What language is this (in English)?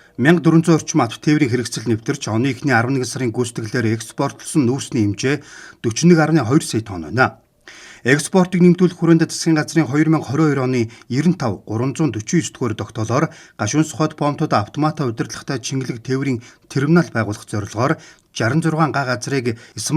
Mongolian